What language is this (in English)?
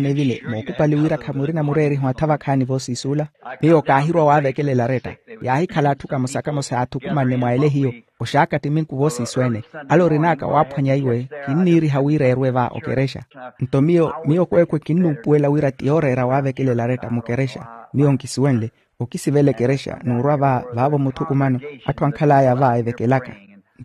Makhuwa